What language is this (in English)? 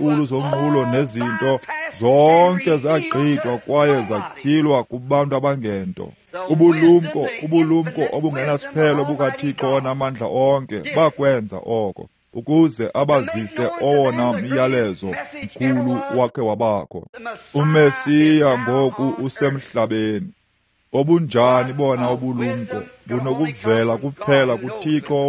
Xhosa